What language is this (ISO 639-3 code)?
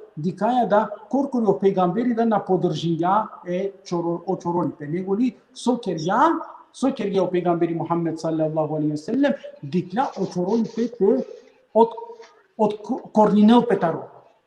rmn